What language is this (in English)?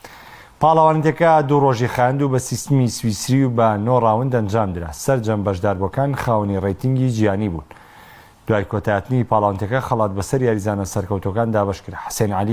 Central Kurdish